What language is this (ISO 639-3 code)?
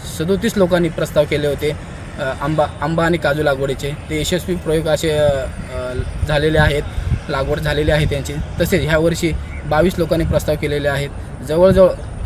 mar